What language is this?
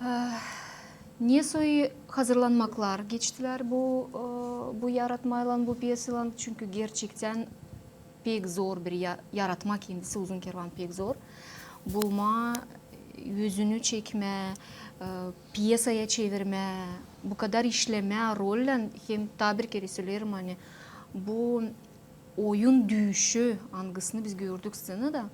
Gagauz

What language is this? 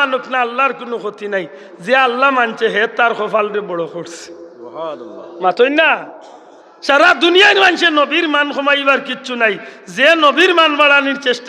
Sylheti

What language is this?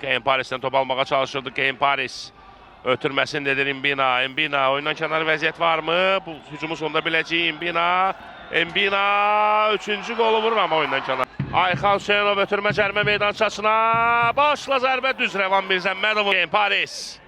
Azerbaijani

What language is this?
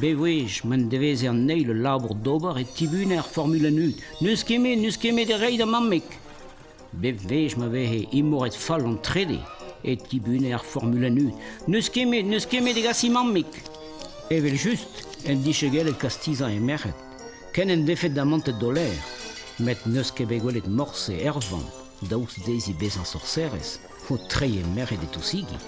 Breton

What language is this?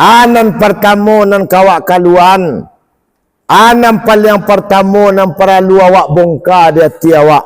Minangkabau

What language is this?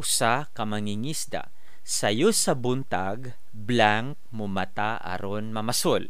Cebuano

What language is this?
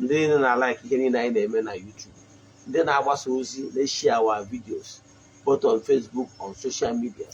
Igbo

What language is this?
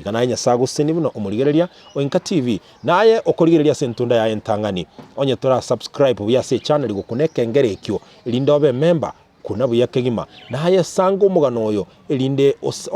Gusii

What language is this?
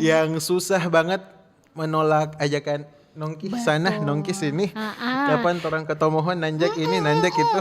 Manado Malay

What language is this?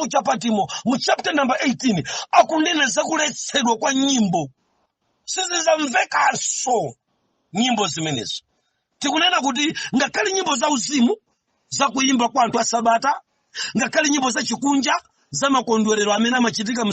Nyanja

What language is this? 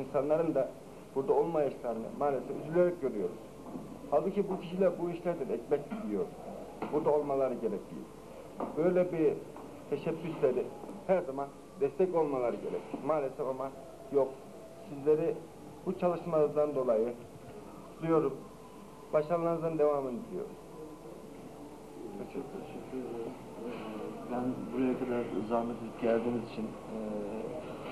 Turkish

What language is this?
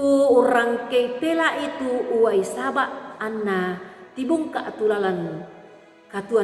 Toraja-Sa'dan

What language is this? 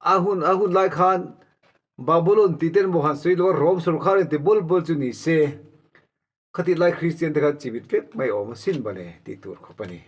Mizo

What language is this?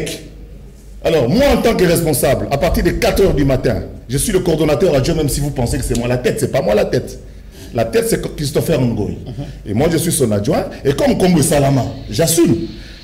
French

